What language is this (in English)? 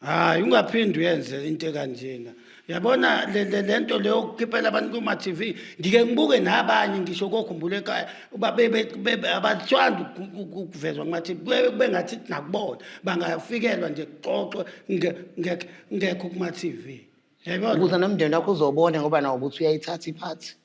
Zulu